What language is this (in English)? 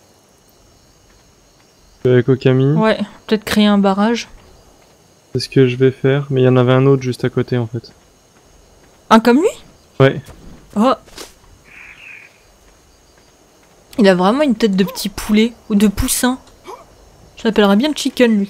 French